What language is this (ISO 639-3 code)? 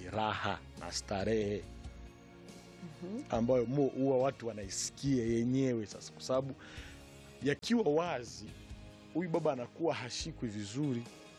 swa